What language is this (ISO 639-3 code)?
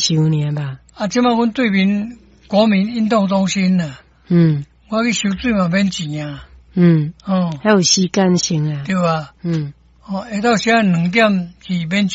nan